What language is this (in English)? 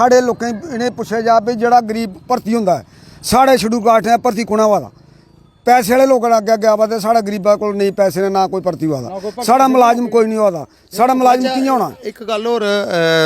Dogri